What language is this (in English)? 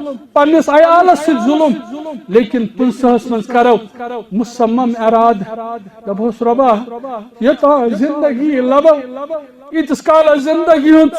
Kashmiri